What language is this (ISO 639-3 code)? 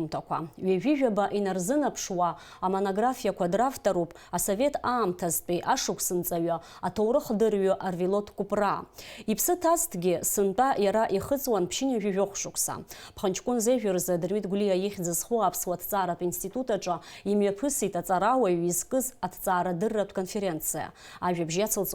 abk